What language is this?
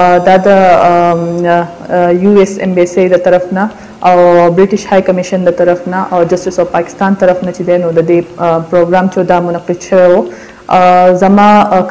Pashto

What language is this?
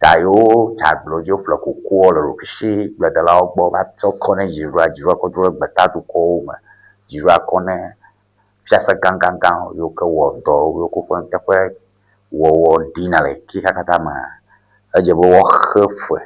Ewe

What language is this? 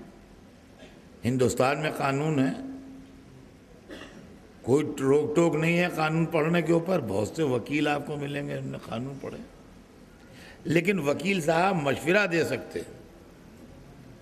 Urdu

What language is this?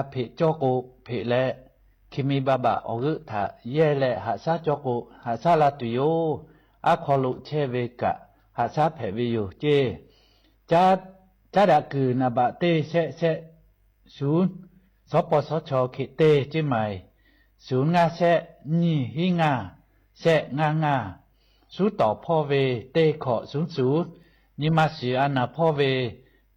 Lahu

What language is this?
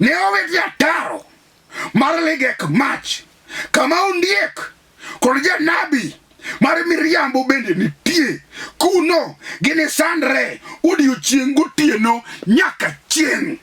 Luo (Kenya and Tanzania)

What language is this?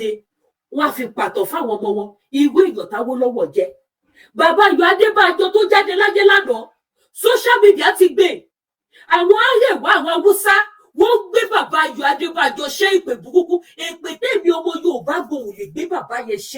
Yoruba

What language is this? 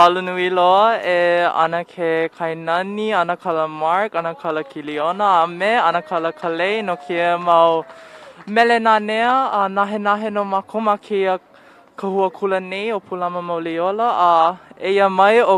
Hawaiian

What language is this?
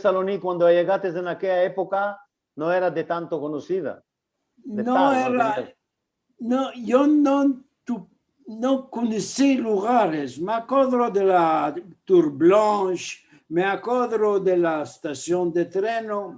Ladino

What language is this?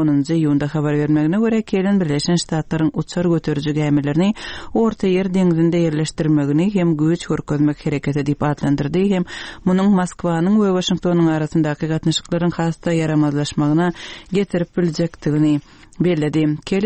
Turkmen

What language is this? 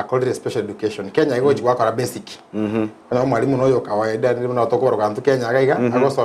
Gusii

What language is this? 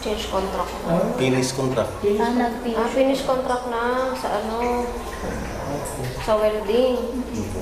Bikol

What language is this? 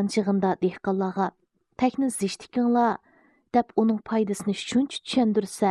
Uyghur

